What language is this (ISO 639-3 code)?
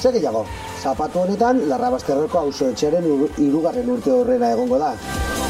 eus